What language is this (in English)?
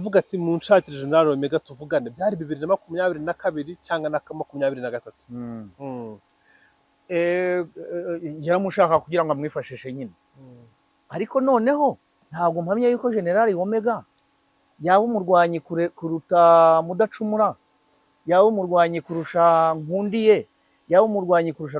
Kinyarwanda